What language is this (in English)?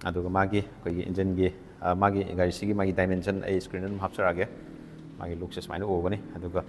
Manipuri